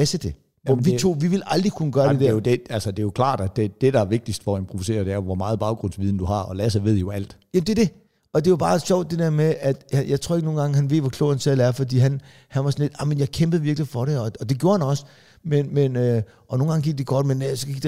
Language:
Danish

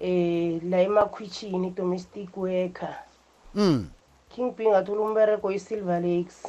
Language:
South Ndebele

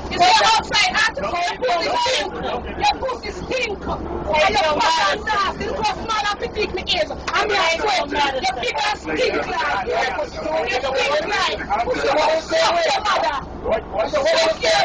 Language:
Jamaican Creole English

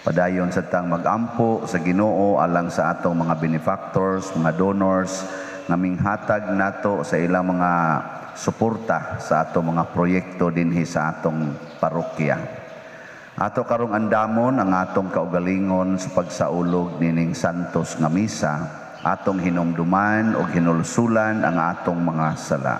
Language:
Cebuano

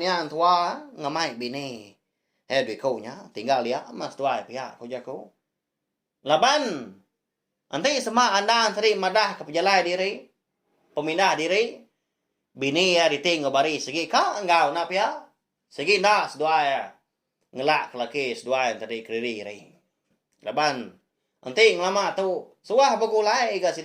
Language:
Iban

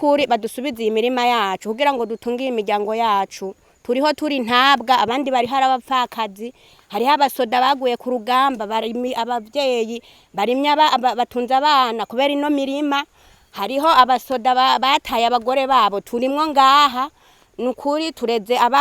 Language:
Rundi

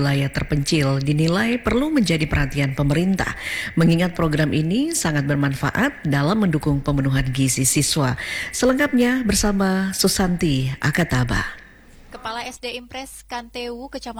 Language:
Indonesian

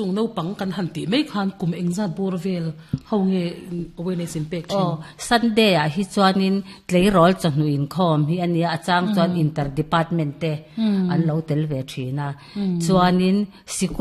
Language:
Mizo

